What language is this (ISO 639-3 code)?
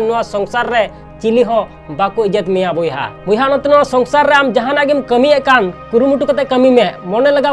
sat